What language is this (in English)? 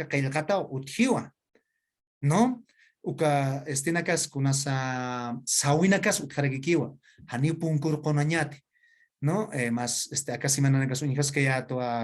Aymara